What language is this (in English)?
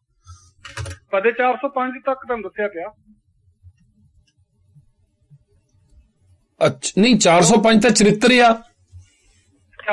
Punjabi